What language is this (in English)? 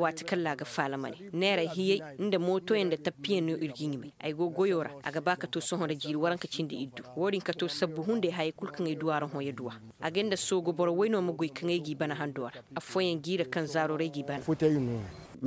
Koyraboro Senni